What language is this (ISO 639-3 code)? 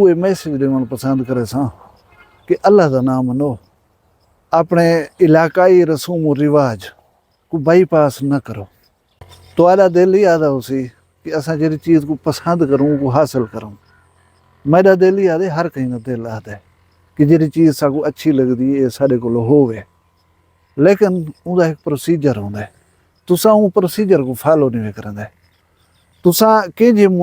skr